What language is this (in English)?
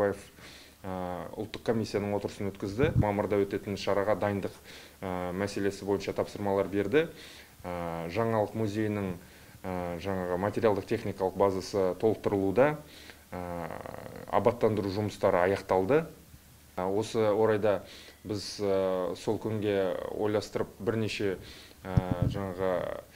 Kazakh